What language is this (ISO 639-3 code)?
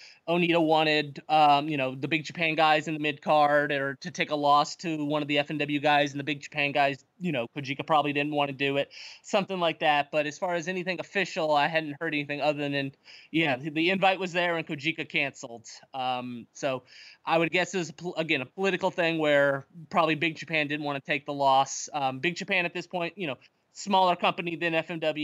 eng